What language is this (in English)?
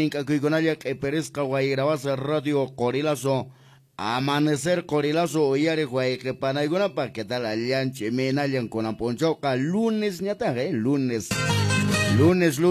Quechua